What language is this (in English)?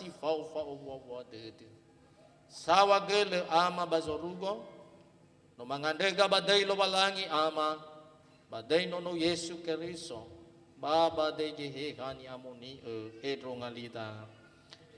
Nias